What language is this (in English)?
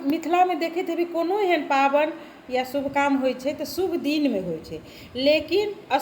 Maithili